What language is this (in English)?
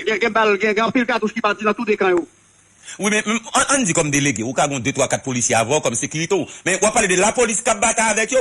Haitian Creole